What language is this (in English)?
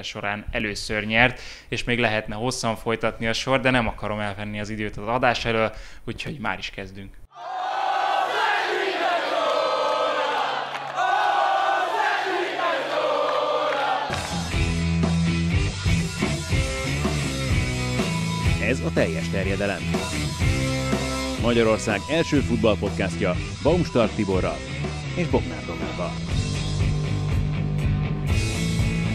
Hungarian